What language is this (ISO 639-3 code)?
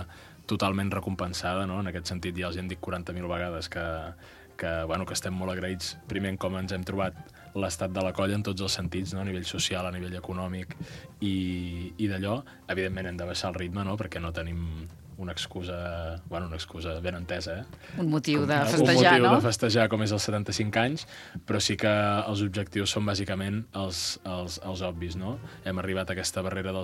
cat